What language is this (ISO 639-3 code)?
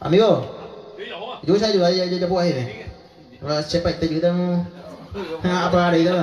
grn